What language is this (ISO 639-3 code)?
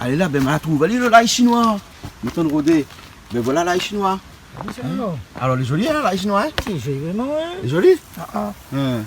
rcf